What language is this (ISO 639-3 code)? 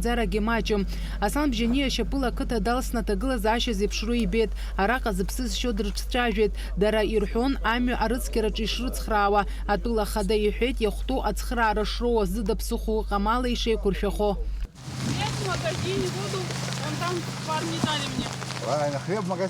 abk